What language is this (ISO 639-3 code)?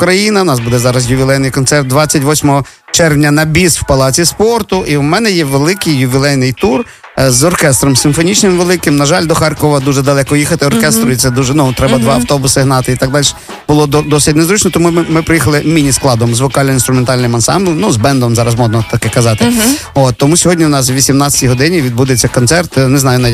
ukr